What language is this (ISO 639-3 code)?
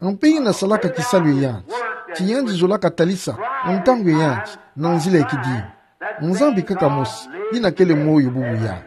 ktu